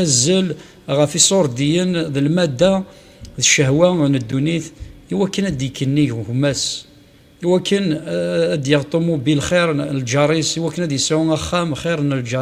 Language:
Kabyle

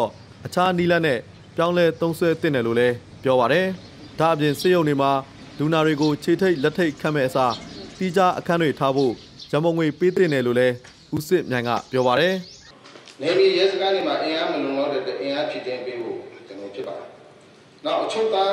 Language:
Burmese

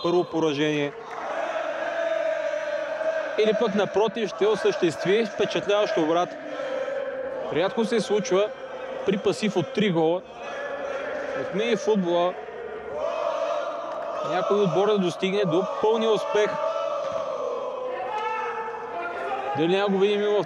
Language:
Bulgarian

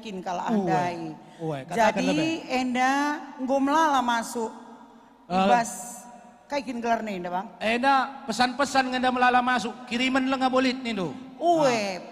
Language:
Batak Karo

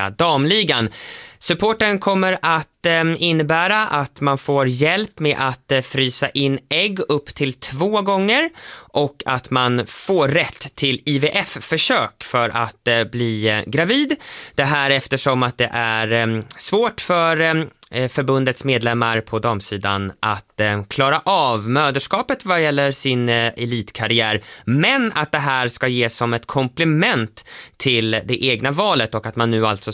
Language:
Swedish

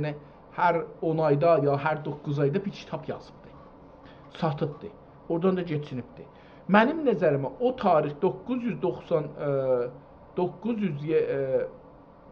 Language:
South Azerbaijani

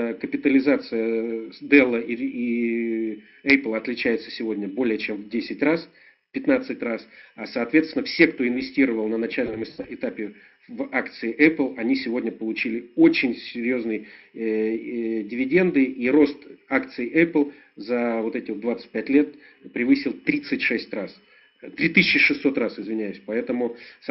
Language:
Russian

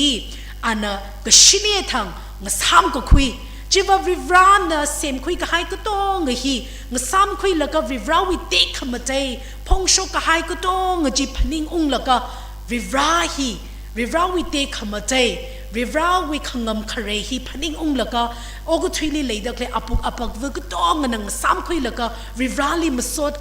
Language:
Tangkhul Naga (India)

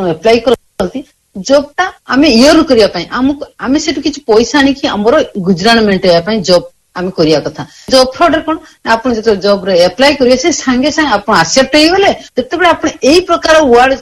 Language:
Odia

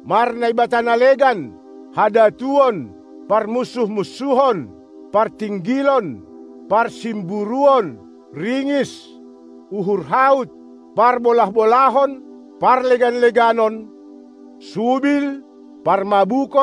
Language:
Batak Simalungun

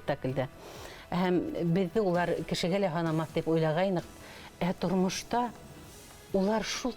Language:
Bashkir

